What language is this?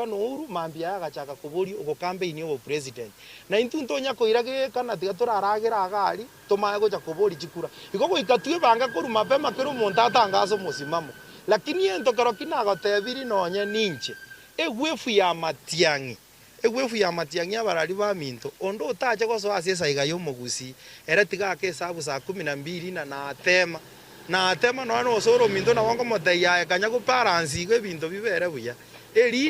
Gusii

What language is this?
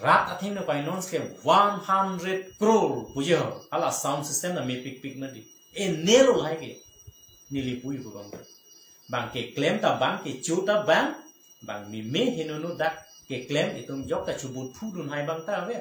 Karbi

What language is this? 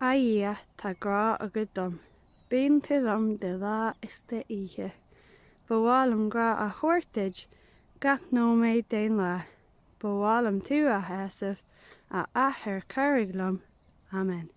Irish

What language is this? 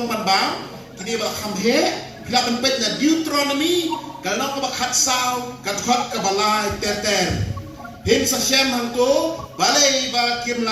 Khasi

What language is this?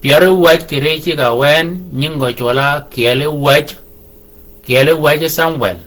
Shilluk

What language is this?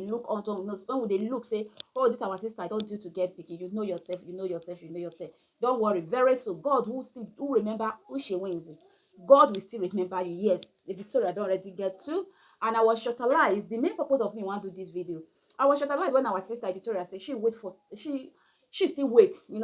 Nigerian Pidgin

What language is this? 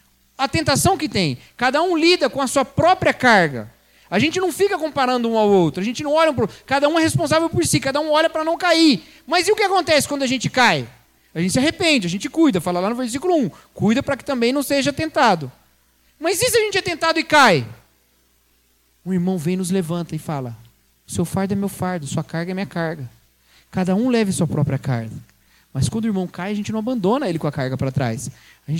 Portuguese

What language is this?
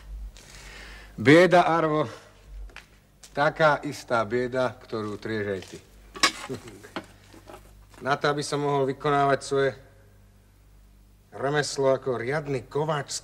Slovak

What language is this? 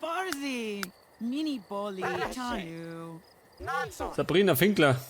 Bavarian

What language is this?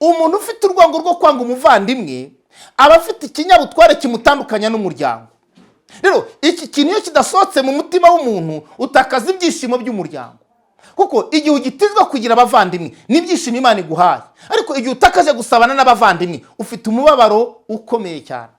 Kinyarwanda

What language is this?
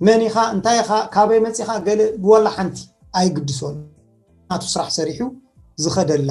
Tigrinya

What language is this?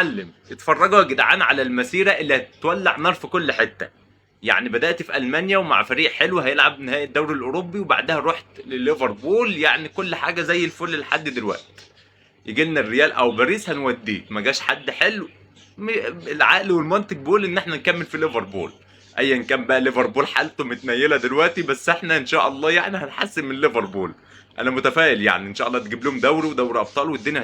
Egyptian Arabic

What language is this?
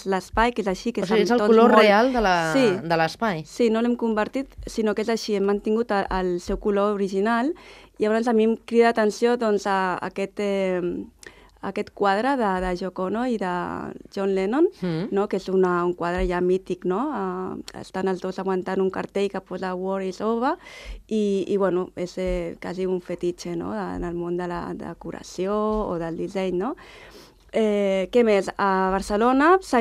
Catalan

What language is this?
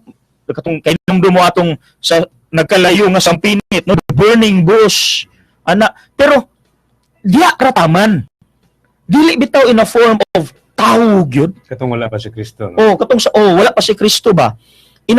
Cebuano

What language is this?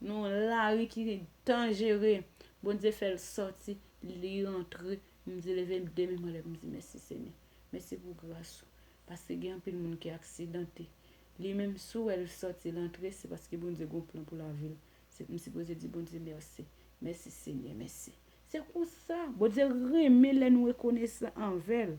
Haitian Creole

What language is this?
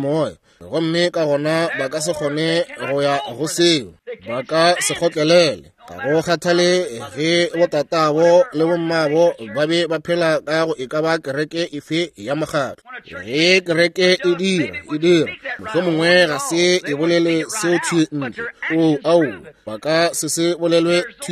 Northern Sotho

